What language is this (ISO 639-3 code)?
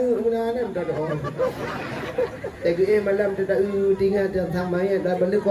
msa